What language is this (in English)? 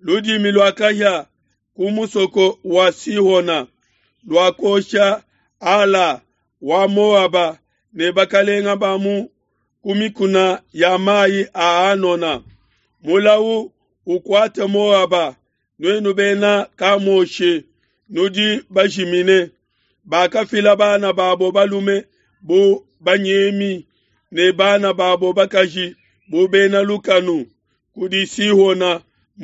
Luba-Lulua